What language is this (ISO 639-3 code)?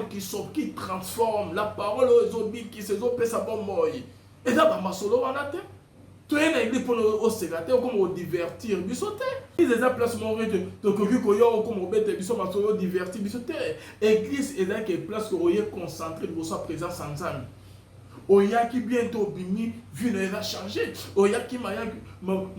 lin